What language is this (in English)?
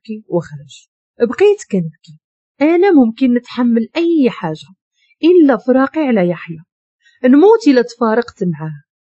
Moroccan Arabic